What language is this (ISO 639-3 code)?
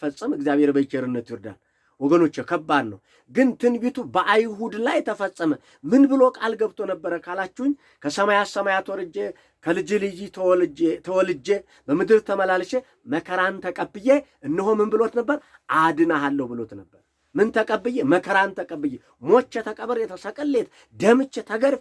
amh